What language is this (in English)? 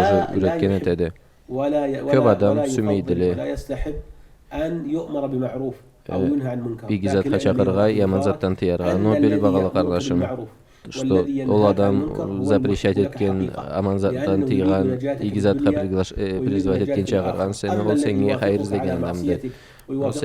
Karachay-Balkar